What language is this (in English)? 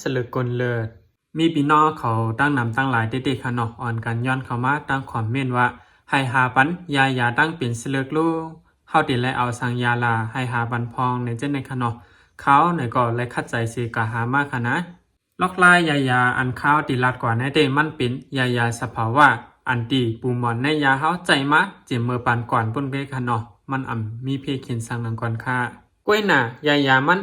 Shan